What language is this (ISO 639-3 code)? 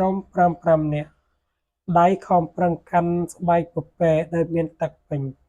khm